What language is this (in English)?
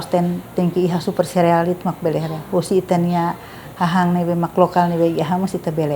Tetum